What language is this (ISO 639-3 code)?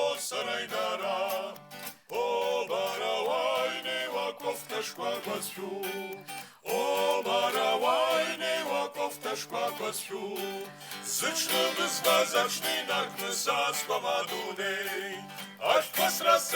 abk